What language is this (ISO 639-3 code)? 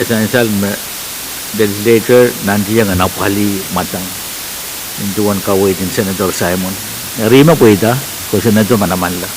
pon